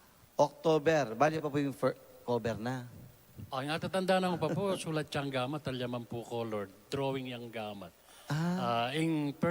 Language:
Pampanga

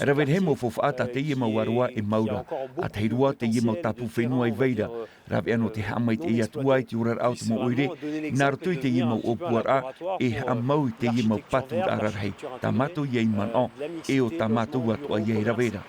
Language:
Tahitian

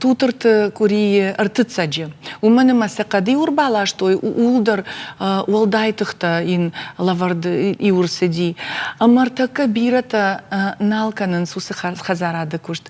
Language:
Ossetic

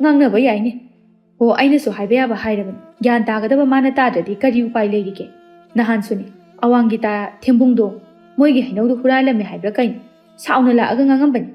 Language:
Manipuri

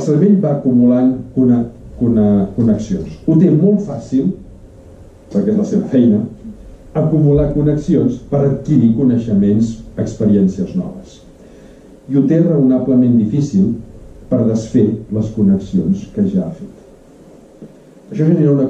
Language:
Catalan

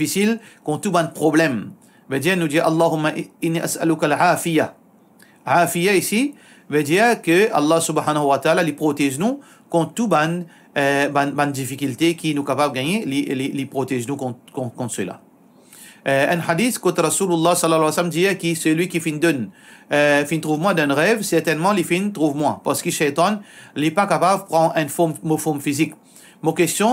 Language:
Morisyen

